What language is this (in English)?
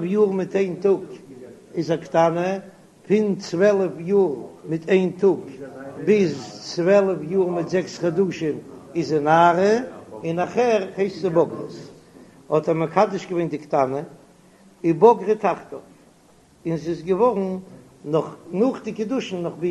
Yiddish